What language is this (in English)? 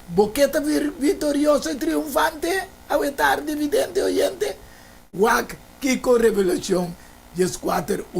Papiamento